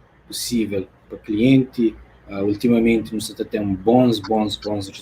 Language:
Kabuverdianu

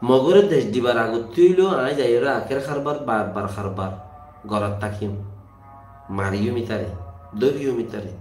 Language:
Rohingya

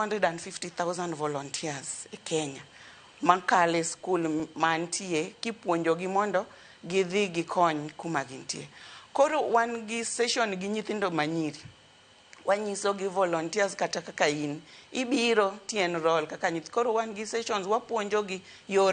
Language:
Luo (Kenya and Tanzania)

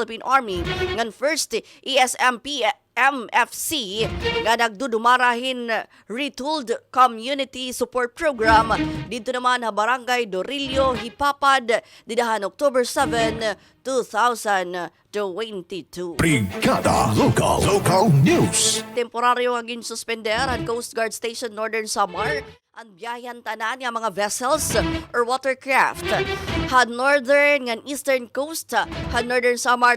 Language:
Waray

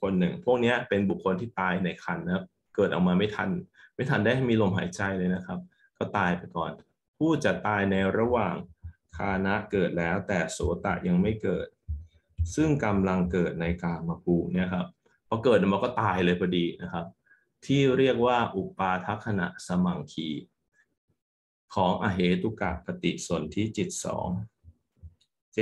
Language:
Thai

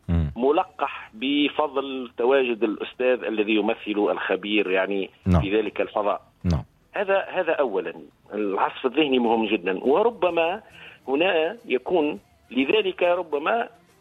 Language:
Arabic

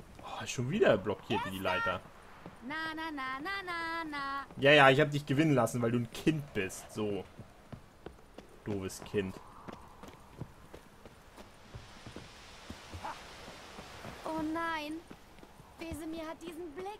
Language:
German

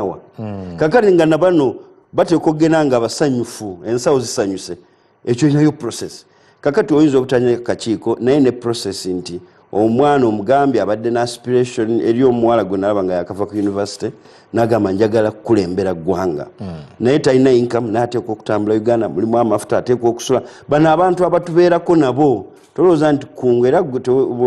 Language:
Ganda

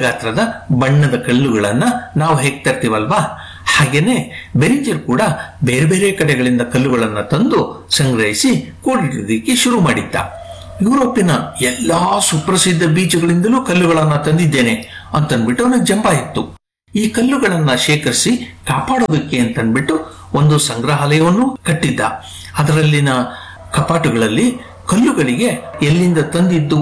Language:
Kannada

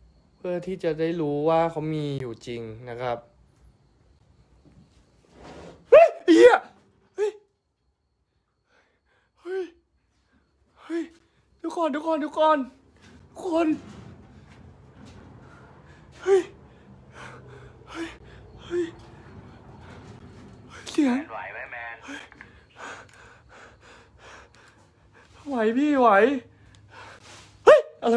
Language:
Thai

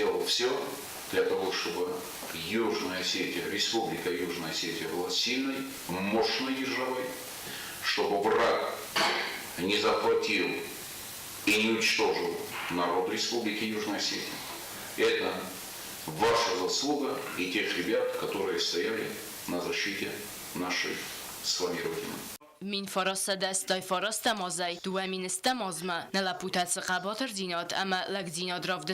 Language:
Ossetic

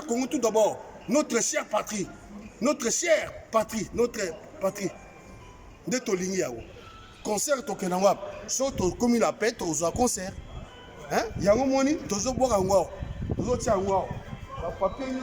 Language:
Lingala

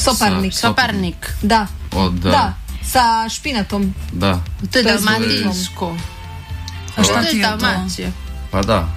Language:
Croatian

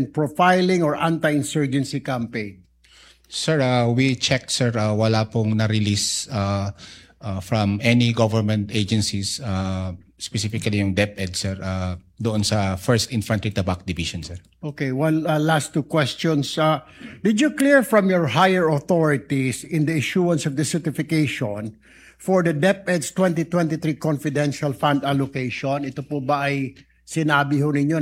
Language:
Filipino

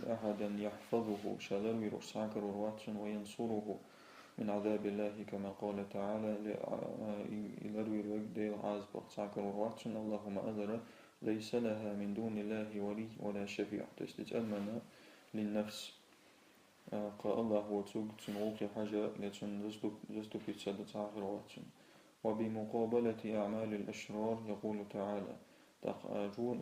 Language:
Chechen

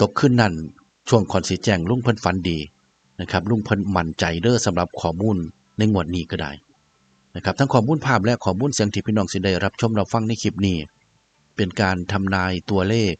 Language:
Northeastern Thai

